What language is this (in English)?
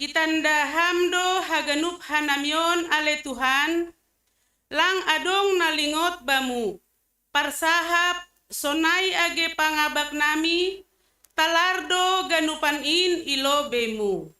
Batak Simalungun